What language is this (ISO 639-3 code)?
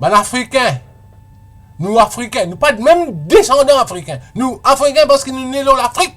mfe